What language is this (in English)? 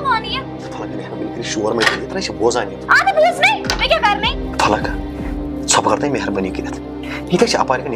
Kashmiri